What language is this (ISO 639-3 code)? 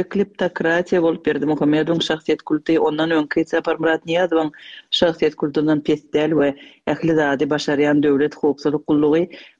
tuk